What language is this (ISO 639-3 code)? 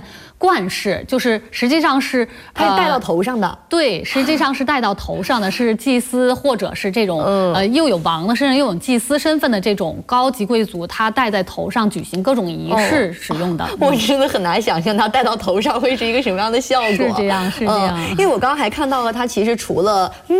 zho